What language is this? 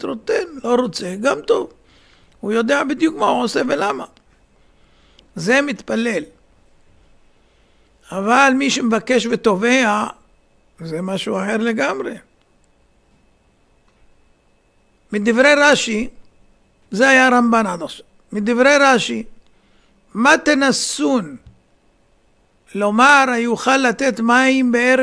Hebrew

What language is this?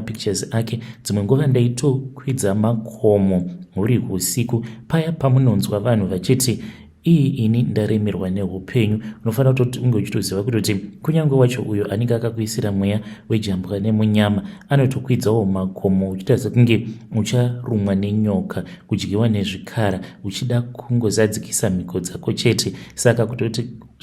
Shona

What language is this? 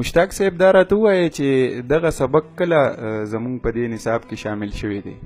Pashto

